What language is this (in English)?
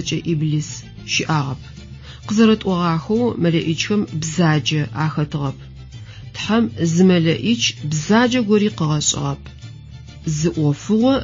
Adyghe